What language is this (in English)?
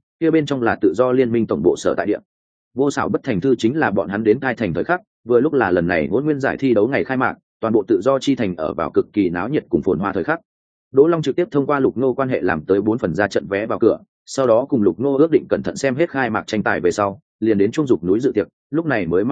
Vietnamese